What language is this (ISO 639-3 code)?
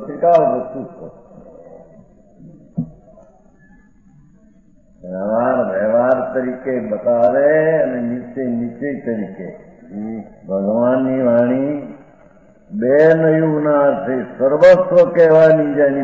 guj